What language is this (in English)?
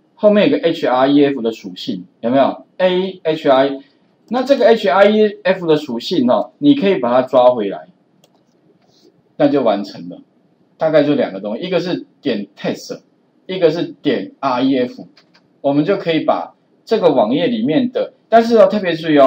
Chinese